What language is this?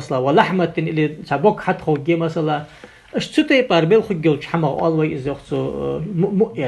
Ingush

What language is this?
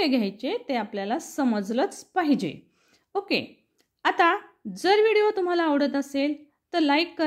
Marathi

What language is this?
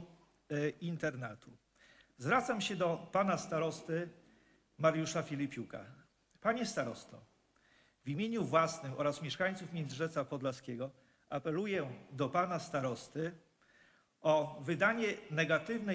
Polish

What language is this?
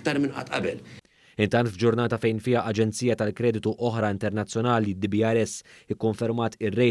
Maltese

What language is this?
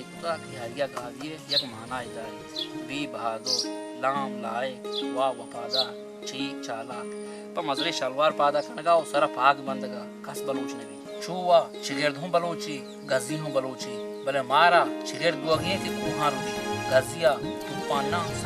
Baluchi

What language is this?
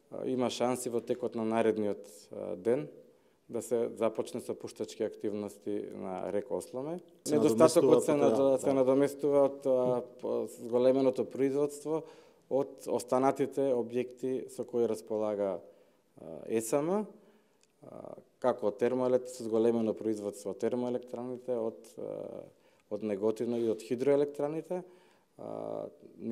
Macedonian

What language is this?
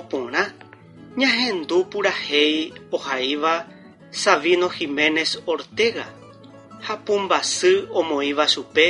Guarani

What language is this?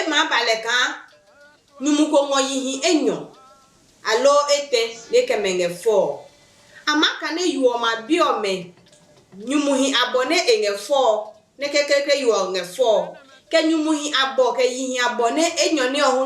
Adangme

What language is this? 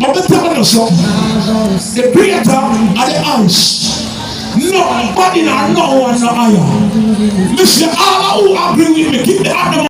Jamaican Creole English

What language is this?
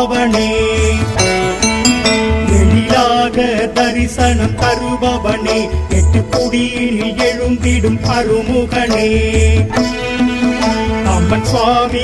Tamil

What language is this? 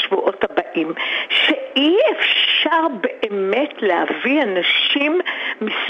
Hebrew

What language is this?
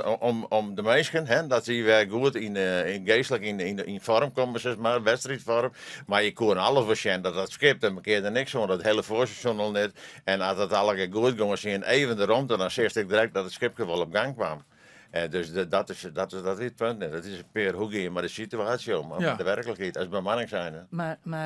Western Frisian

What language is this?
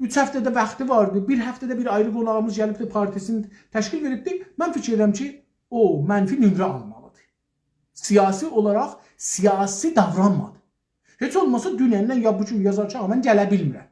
South Azerbaijani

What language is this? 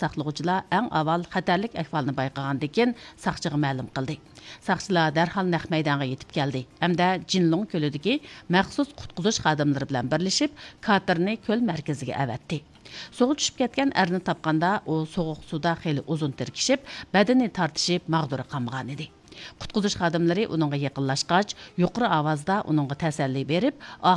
Uyghur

